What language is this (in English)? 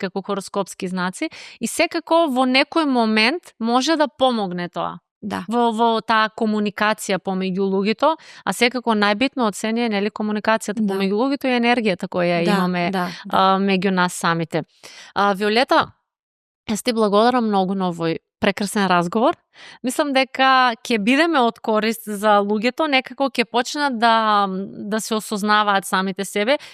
Macedonian